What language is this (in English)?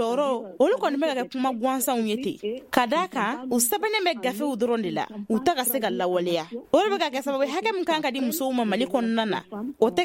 Bambara